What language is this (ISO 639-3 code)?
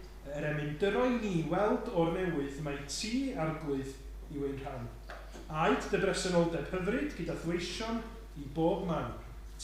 cym